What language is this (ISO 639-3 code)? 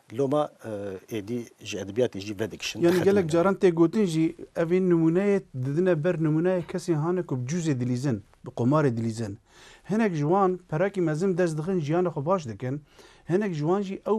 kur